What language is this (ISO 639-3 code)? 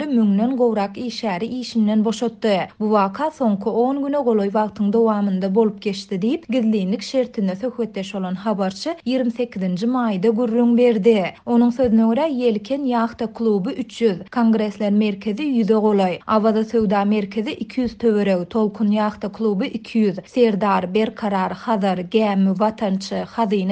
tuk